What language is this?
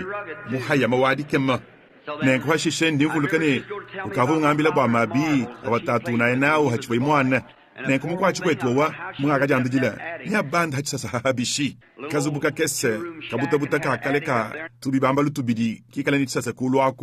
Luba-Lulua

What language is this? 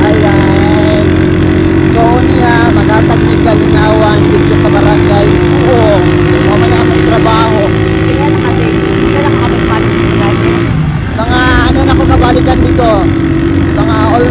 Cebuano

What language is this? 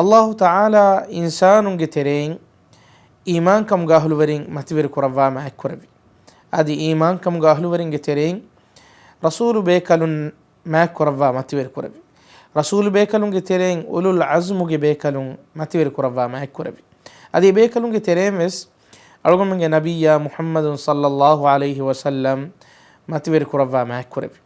Divehi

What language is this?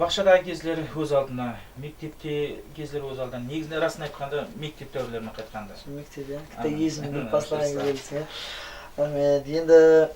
Kara-Kalpak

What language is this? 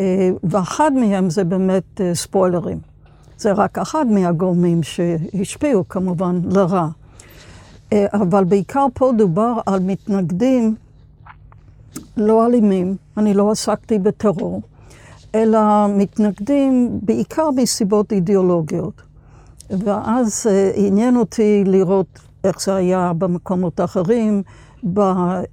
Hebrew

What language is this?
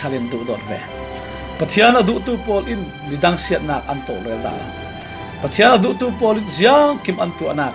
Falam Chin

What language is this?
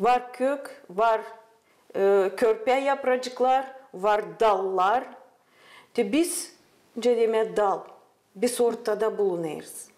Gagauz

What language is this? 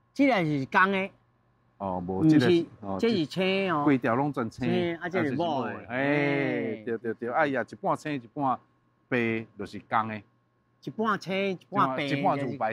Min Nan Chinese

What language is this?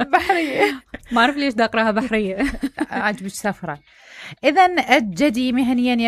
Mesopotamian Arabic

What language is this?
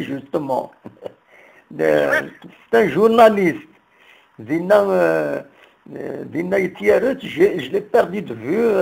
Kabyle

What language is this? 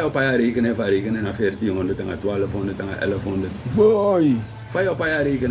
Sranan Tongo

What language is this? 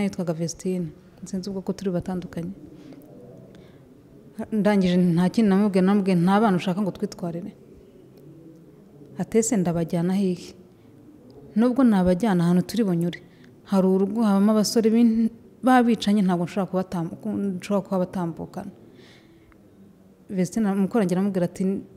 Kinyarwanda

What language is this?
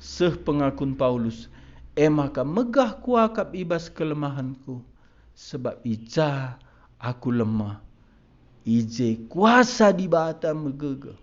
Batak Karo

